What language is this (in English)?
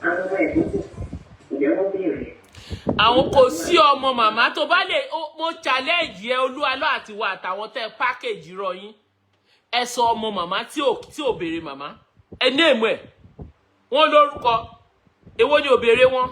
Yoruba